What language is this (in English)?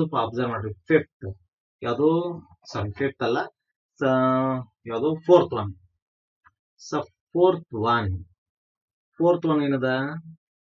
Kannada